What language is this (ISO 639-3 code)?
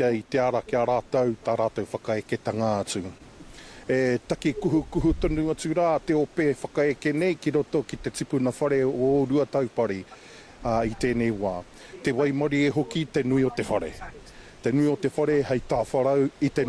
mri